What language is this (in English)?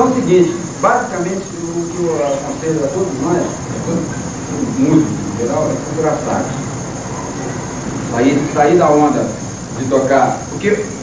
Portuguese